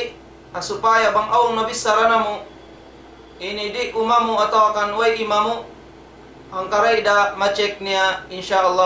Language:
Tausug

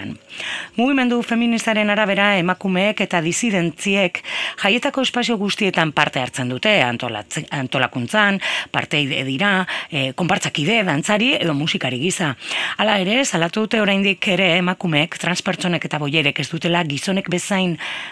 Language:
Basque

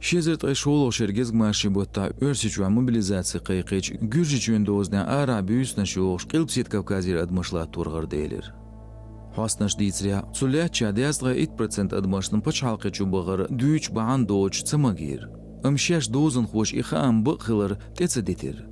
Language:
Chechen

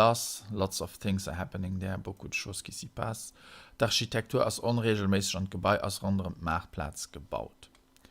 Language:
Luxembourgish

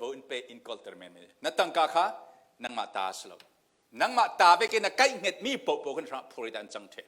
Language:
Falam Chin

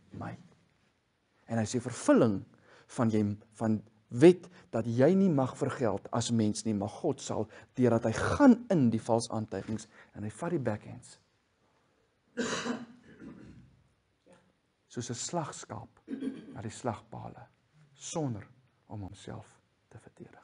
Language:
Afrikaans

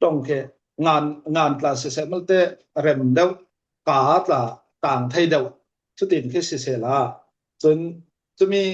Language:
Falam Chin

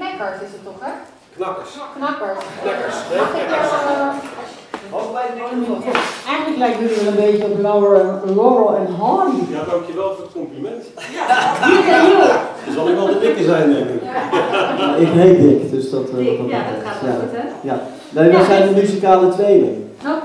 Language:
Dutch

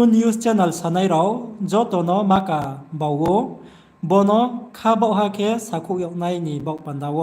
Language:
Riang (India)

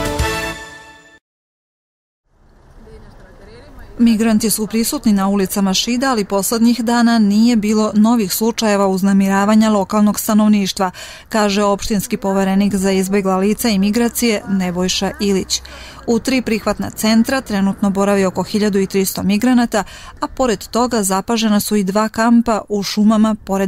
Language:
Serbian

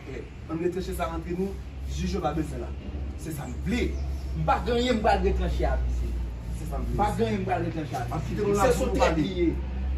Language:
Haitian Creole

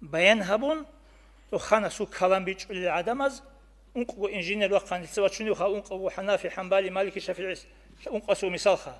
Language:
Avaric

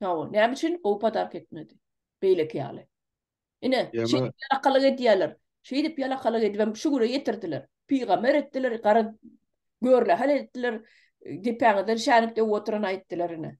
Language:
Turkmen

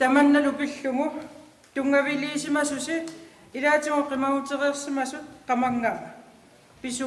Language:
Kalaallisut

